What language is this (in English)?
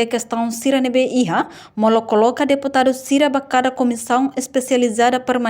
Tetum